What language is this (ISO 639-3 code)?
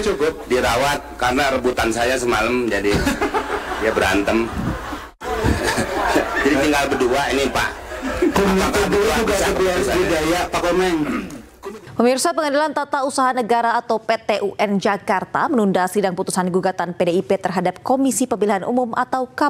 ind